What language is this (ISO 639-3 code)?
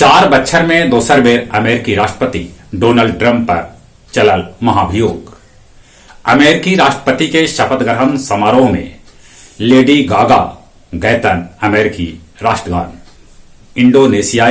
mag